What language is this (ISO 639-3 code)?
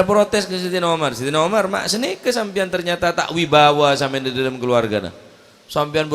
mad